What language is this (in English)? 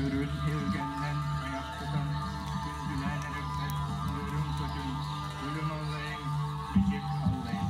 Yakut